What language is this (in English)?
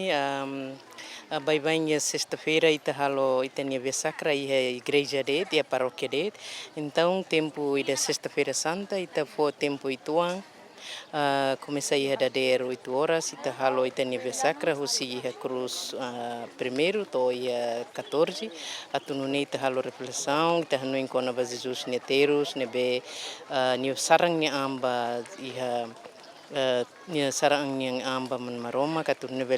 Tetum